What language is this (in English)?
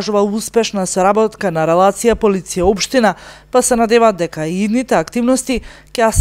Macedonian